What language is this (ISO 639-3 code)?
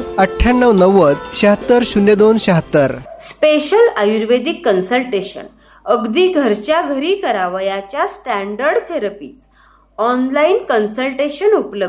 mar